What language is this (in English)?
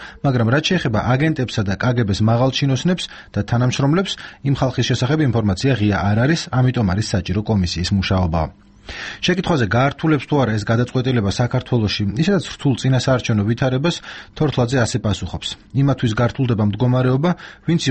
Georgian